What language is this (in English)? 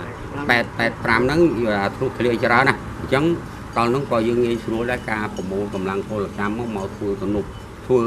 Khmer